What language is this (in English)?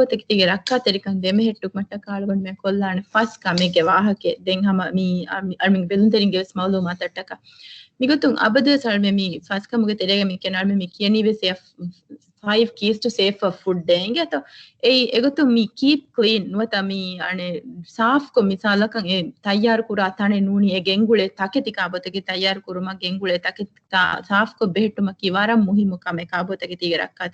Divehi